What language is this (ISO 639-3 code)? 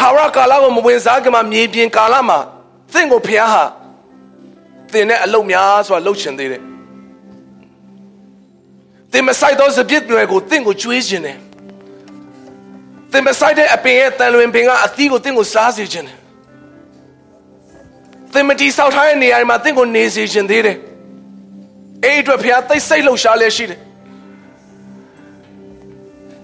mya